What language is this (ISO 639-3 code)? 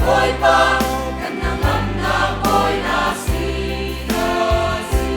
cnh